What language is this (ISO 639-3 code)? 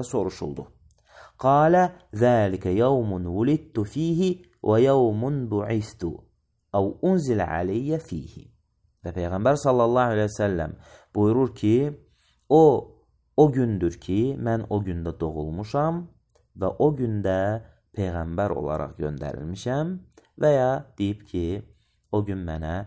aze